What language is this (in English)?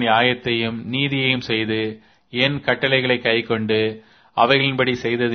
Tamil